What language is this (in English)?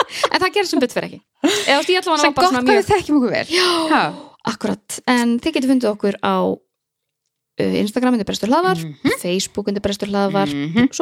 Icelandic